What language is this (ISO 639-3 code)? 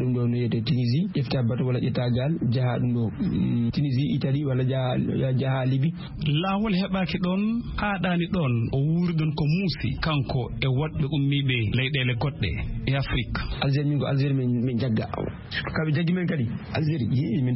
ful